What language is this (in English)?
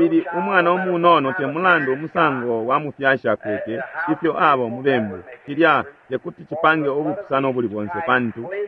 Bemba